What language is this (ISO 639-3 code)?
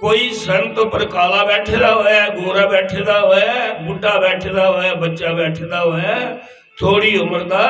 doi